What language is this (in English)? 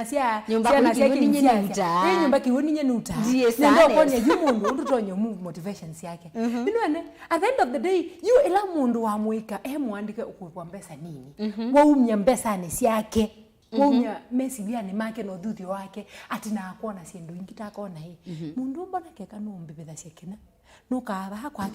Kamba